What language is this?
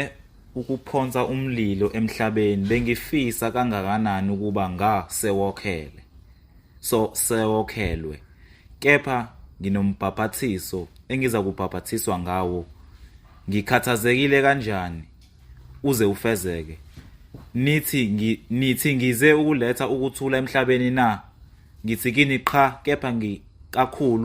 Zulu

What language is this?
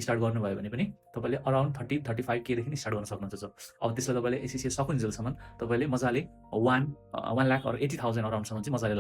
Nepali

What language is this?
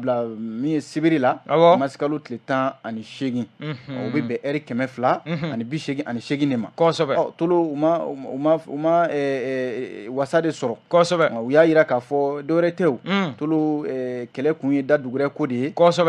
Bambara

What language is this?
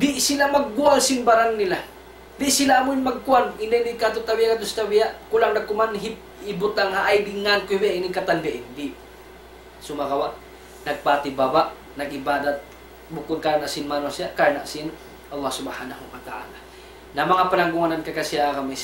Tausug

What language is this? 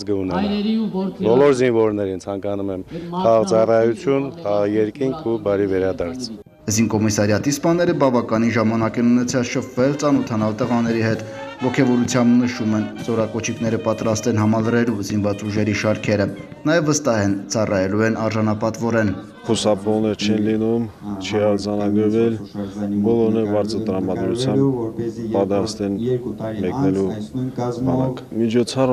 Armenian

